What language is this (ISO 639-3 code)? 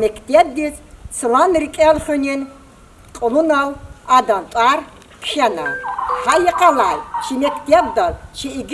lez